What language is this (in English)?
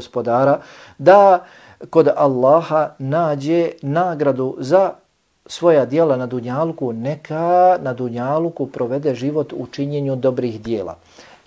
Bosnian